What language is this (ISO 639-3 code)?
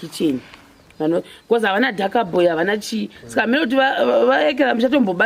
sna